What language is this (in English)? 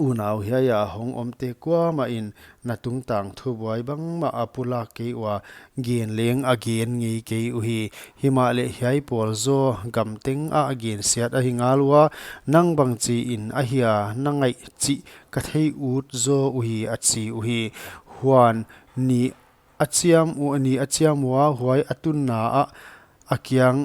Paite Chin